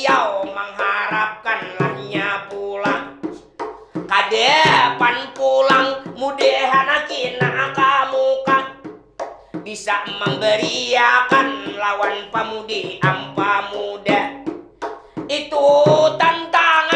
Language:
Banjar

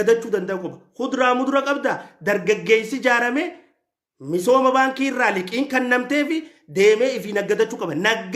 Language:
Oromo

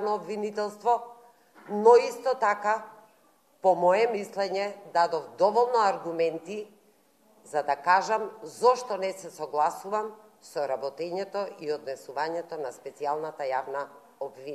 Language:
Macedonian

